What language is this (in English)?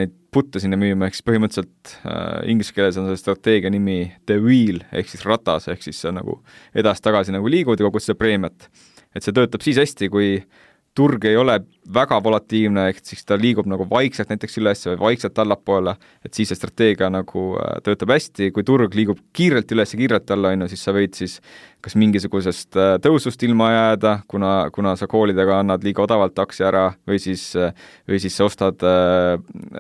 Estonian